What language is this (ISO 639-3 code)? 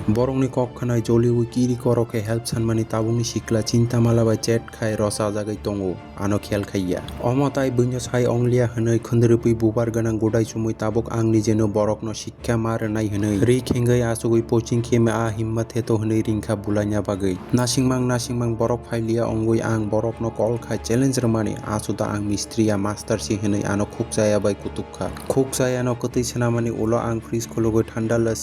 trp